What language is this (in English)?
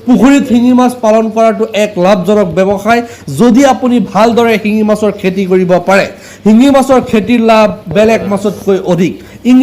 Assamese